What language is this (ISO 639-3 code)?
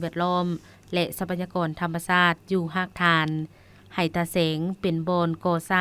lao